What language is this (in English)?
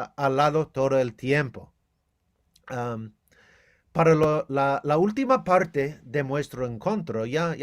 Ladino